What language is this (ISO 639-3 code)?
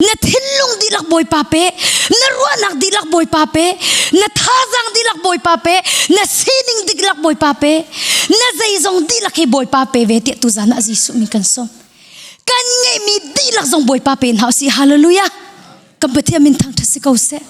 cnh